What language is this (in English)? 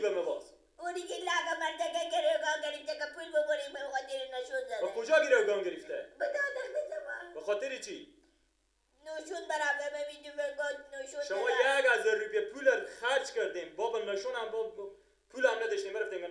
Persian